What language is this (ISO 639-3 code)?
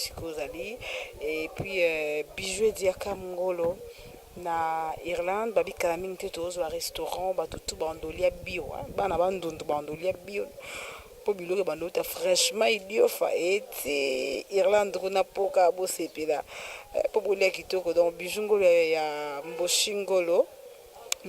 lin